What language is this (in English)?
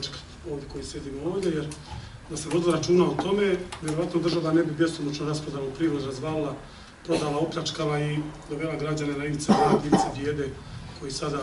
Bosnian